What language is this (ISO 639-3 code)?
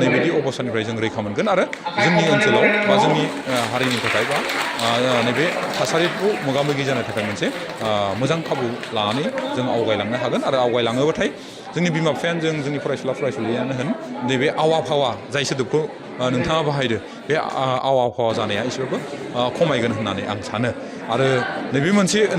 brx